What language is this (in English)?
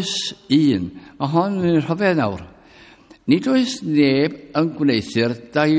Welsh